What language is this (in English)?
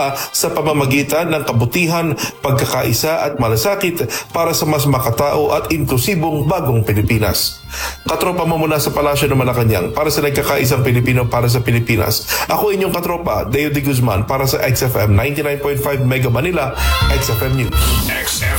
Filipino